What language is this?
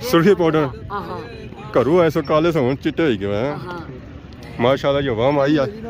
Pahari-Potwari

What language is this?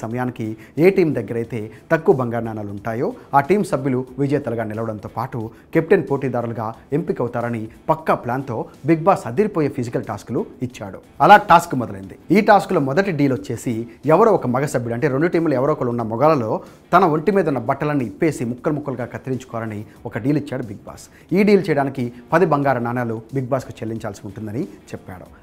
Telugu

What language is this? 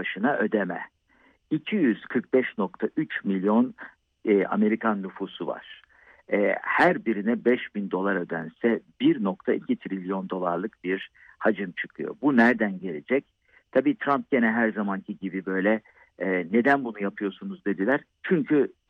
Turkish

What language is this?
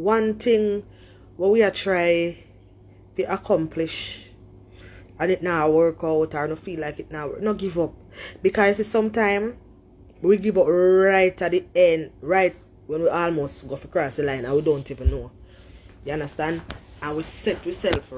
Jamaican Creole English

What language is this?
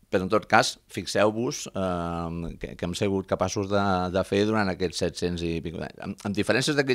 Catalan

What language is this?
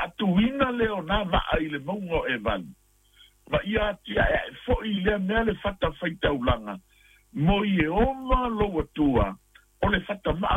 Samoan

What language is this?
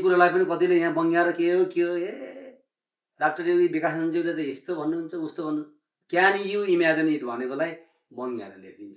Nepali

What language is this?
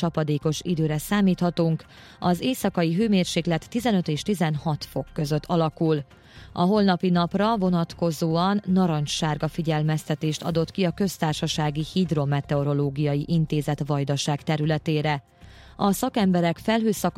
Hungarian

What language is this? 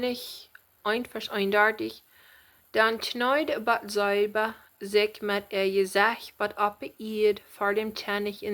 Plautdietsch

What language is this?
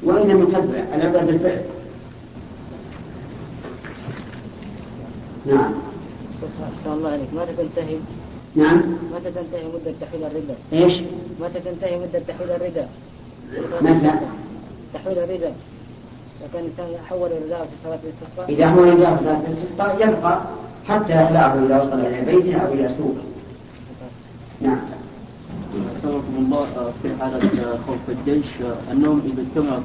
Arabic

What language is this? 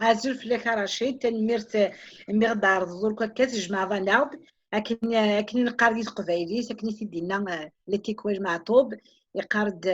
Kabyle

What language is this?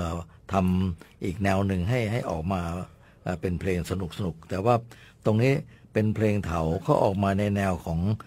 Thai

